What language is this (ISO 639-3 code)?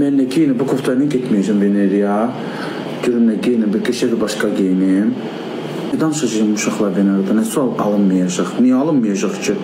aze